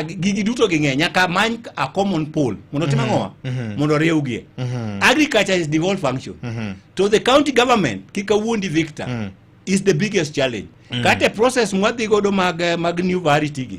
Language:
Luo (Kenya and Tanzania)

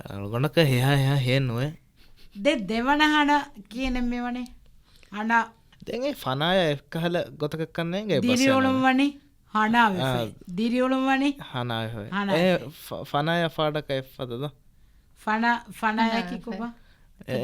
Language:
Divehi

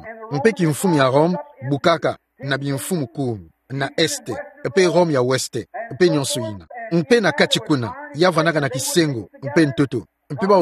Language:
Kituba (Democratic Republic of Congo)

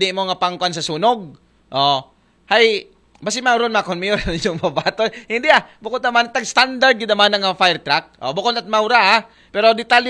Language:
Aklanon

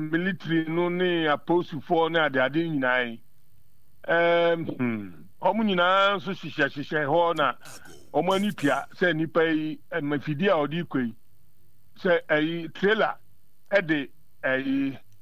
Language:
Akan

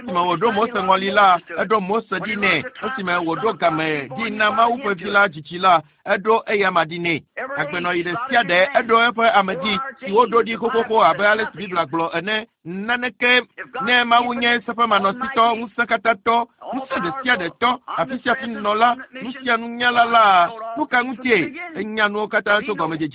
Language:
Ewe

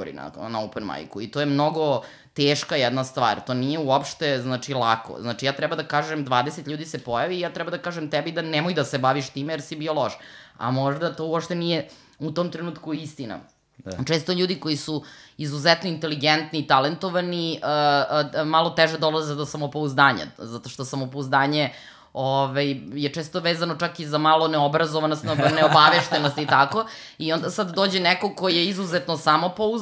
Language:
Serbian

